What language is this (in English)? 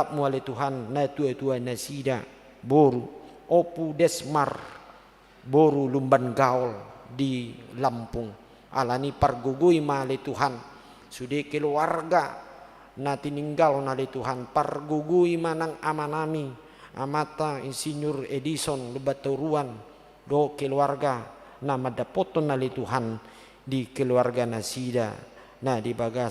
Batak Toba